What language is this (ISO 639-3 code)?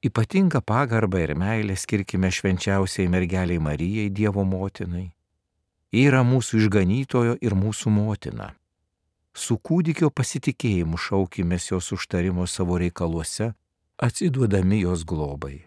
lit